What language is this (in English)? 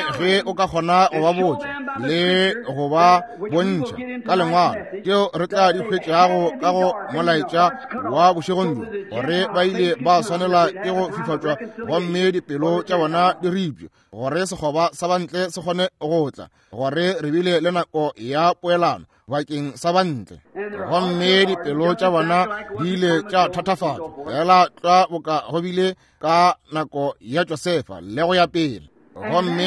Northern Sotho